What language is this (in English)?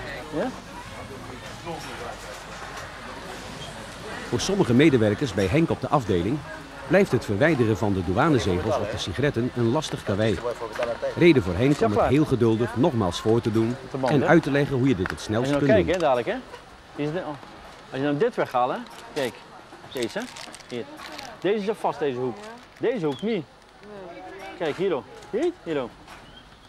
Dutch